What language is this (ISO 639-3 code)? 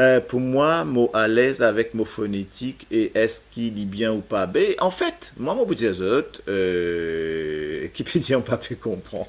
mfe